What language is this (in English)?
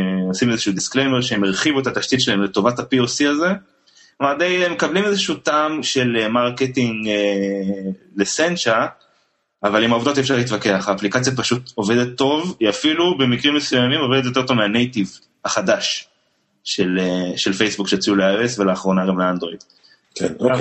Hebrew